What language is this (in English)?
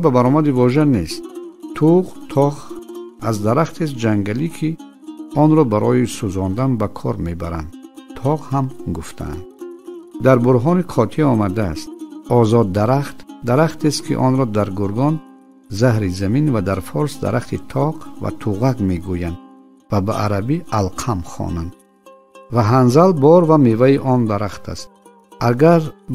Tajik